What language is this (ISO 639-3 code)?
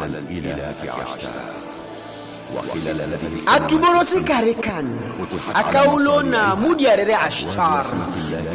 teo